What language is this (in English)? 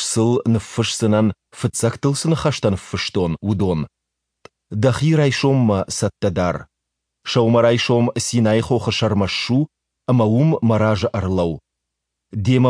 Ossetic